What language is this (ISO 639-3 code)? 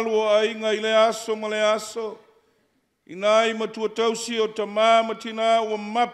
smo